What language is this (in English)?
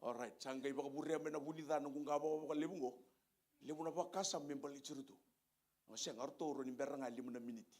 Fijian